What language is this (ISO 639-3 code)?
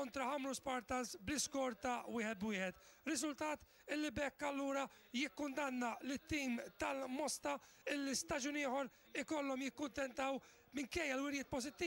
mlt